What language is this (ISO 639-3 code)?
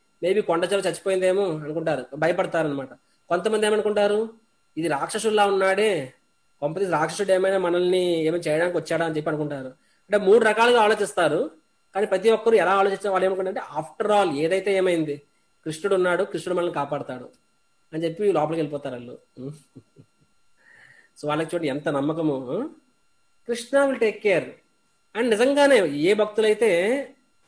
tel